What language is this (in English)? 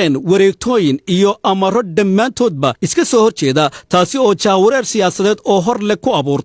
Somali